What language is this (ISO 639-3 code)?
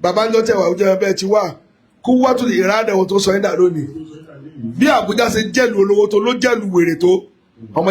yor